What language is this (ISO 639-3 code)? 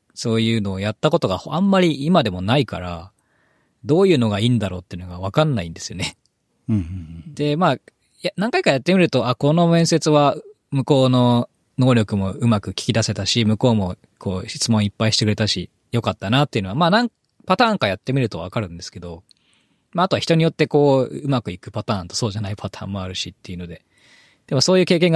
jpn